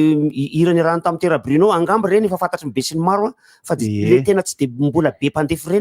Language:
Malagasy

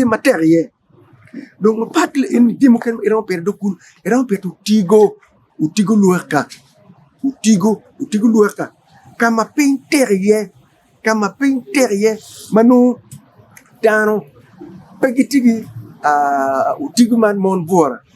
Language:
Acoli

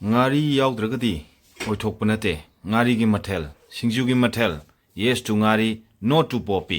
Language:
Manipuri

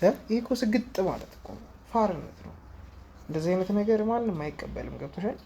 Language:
Amharic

